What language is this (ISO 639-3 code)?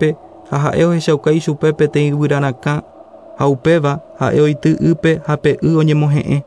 grn